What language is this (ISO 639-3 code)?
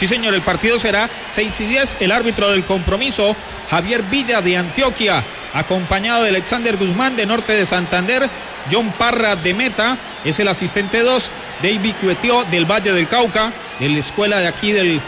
spa